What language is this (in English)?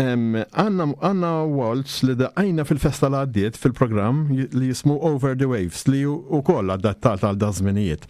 Maltese